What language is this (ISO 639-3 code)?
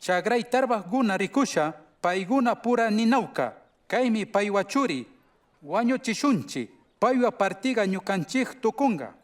qug